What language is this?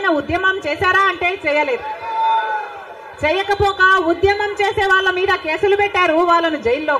Telugu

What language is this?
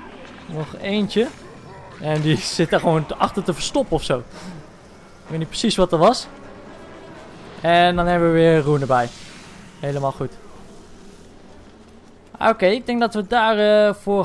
Dutch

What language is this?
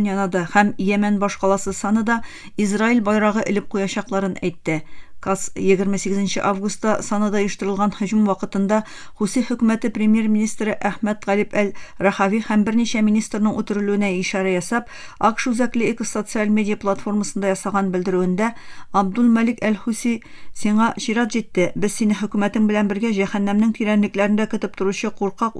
Tatar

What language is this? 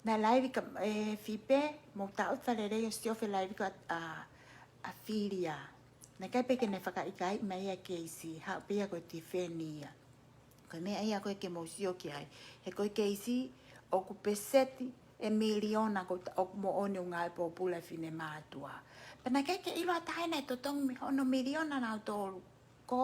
Tongan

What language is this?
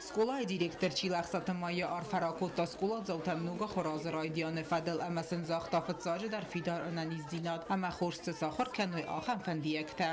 Ossetic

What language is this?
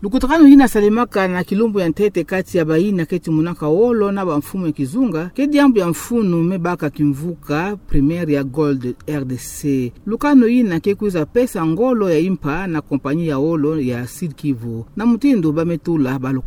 Kituba (Democratic Republic of Congo)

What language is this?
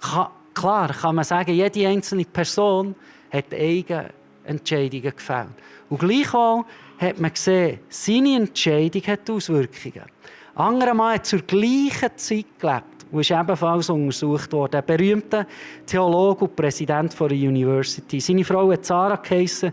Swiss German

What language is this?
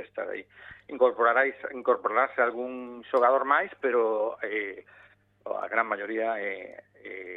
Galician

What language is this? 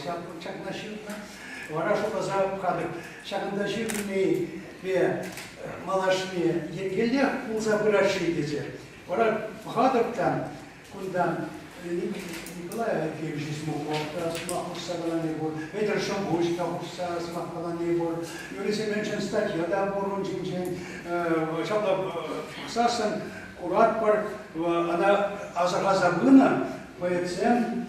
Chuvash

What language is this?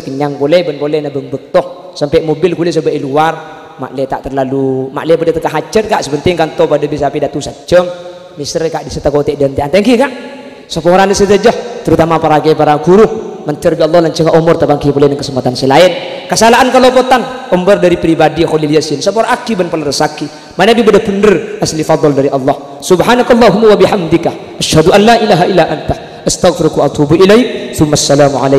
Madurese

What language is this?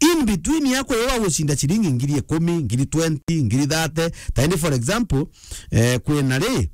Meru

